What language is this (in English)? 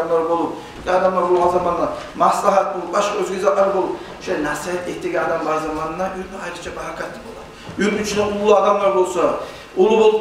Kumyk